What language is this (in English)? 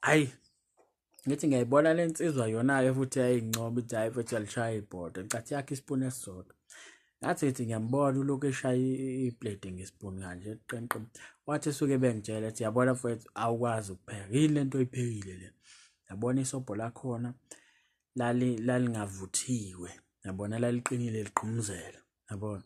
Zulu